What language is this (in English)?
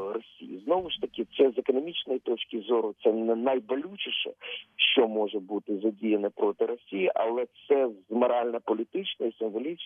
Ukrainian